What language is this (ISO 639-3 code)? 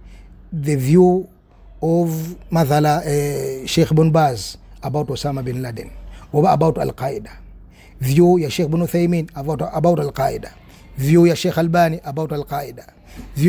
lug